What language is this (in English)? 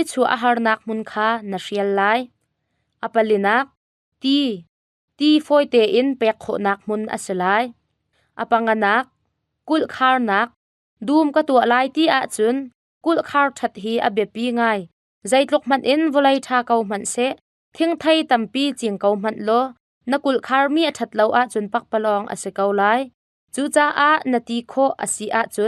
Hakha Chin